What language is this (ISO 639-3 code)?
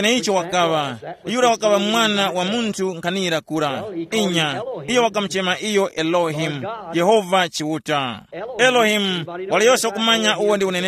tum